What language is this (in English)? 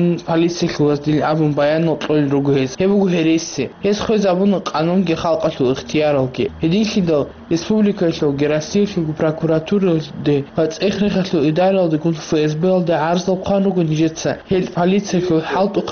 Avaric